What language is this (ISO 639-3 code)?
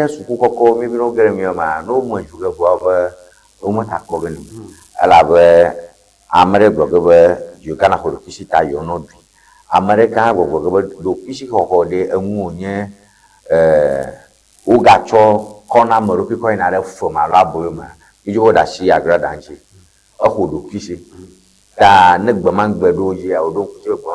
ewe